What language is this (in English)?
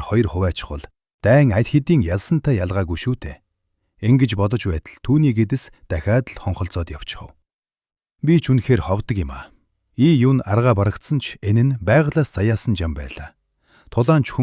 Mongolian